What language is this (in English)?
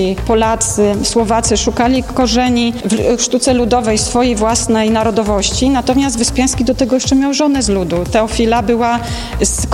Polish